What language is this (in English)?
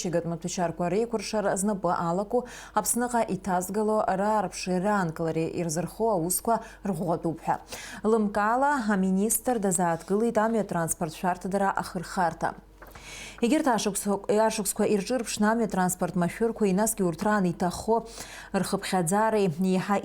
Abkhazian